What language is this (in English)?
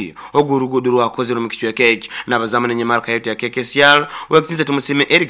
Nyoro